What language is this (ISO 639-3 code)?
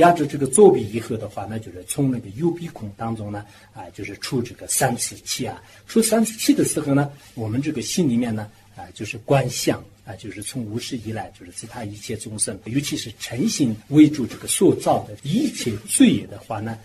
zho